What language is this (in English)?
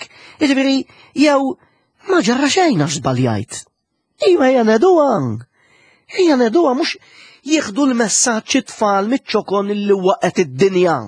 Maltese